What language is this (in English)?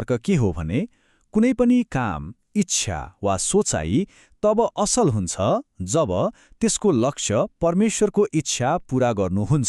Nepali